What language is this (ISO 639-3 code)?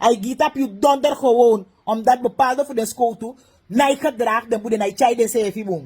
srn